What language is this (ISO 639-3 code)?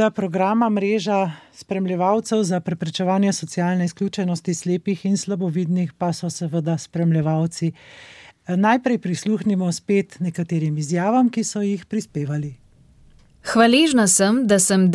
slv